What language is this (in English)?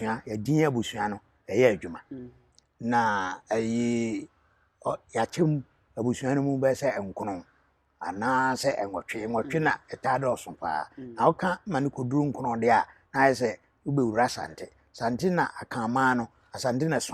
Akan